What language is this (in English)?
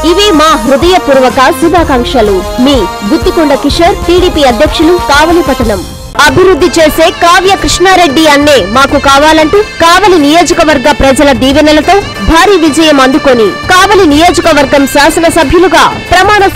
Telugu